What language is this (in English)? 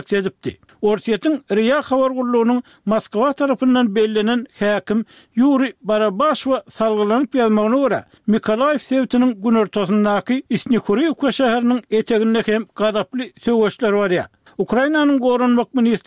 Turkmen